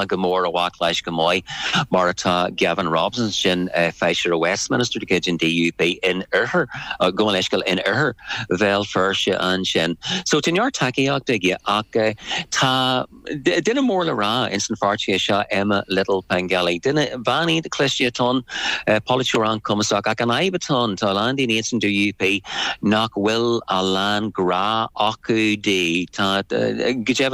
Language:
Irish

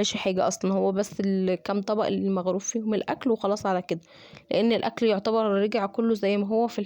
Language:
Egyptian Arabic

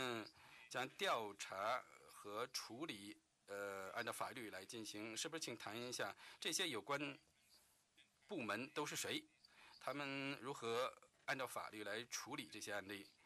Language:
Chinese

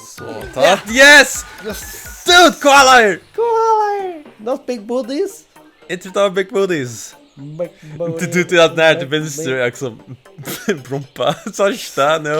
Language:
Faroese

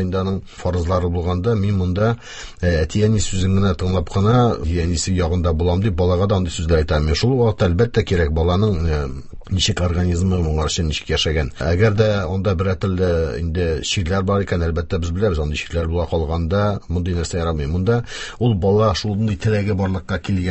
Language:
Tatar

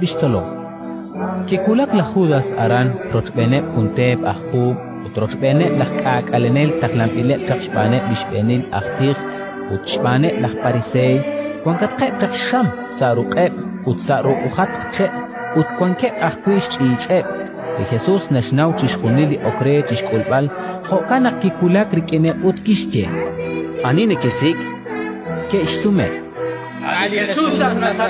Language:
Kekchí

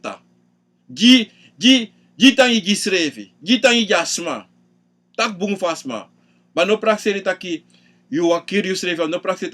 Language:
Sranan Tongo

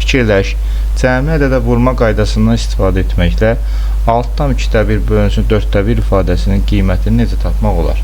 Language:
Azerbaijani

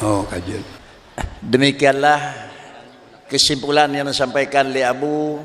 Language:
Achinese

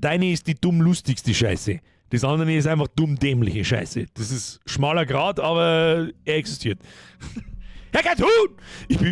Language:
Bavarian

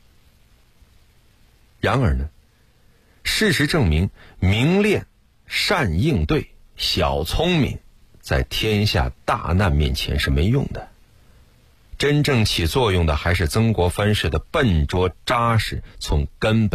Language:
Chinese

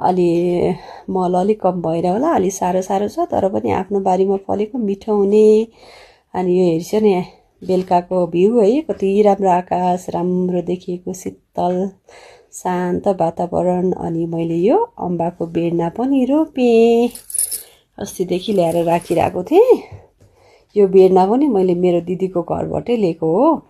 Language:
Nepali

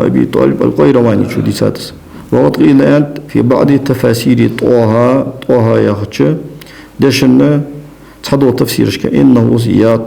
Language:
Ingush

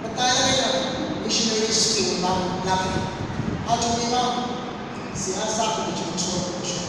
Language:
Tangkhul Naga (India)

